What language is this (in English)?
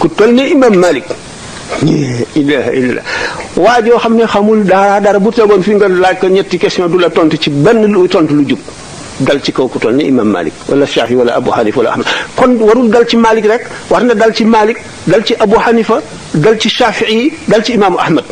Wolof